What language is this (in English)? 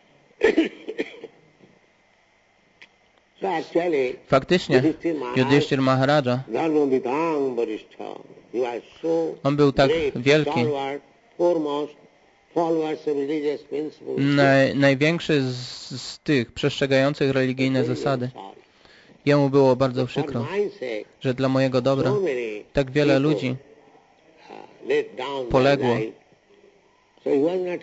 Polish